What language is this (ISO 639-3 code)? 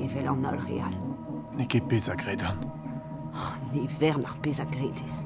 bre